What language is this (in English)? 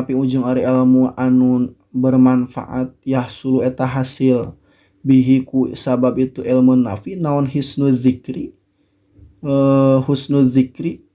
Sundanese